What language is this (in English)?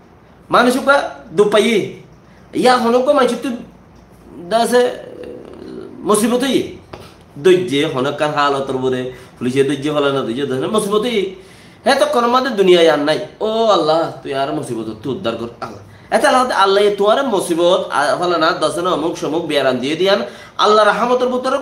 Rohingya